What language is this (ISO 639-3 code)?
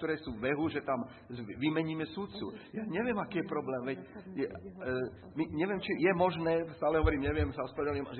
slk